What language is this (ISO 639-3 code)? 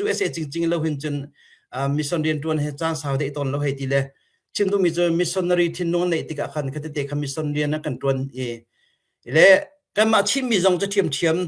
cnh